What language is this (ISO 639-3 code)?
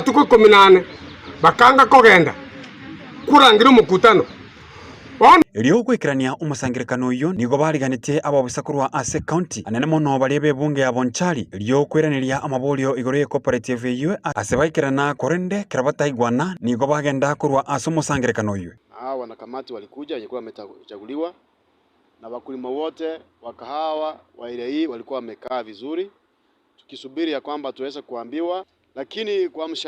guz